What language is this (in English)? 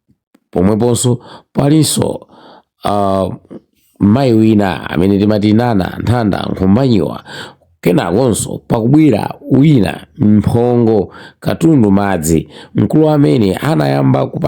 Nyanja